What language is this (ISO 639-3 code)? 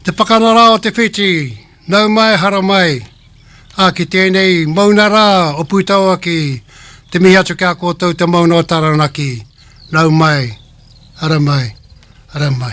mri